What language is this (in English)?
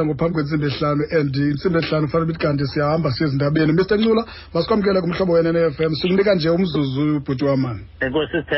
Xhosa